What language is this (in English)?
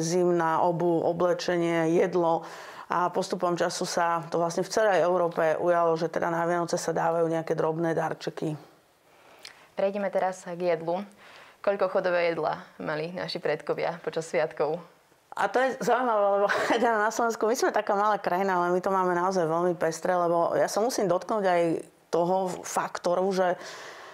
Slovak